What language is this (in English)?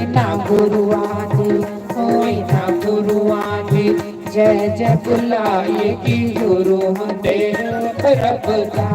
Dogri